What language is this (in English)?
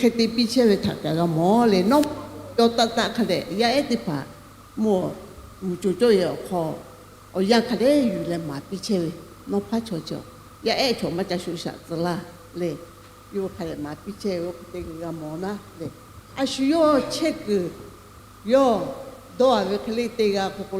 Lahu